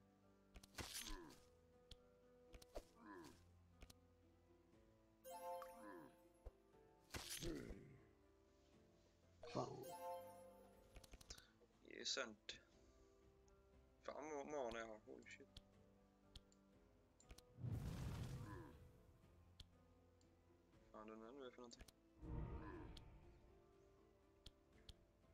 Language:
Swedish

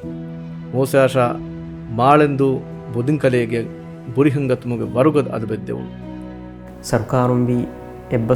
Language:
Divehi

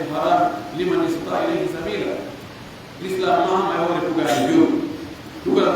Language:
Pular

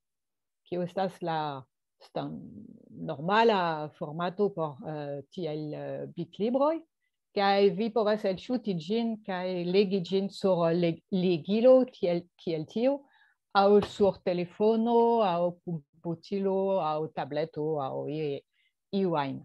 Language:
Esperanto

